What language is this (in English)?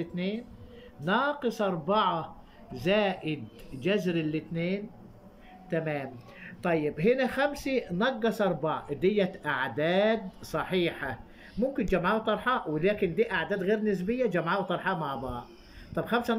Egyptian Arabic